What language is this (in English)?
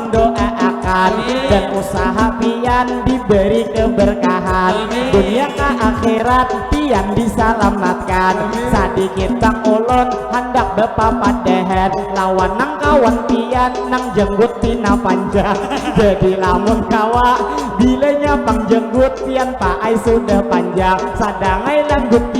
Banjar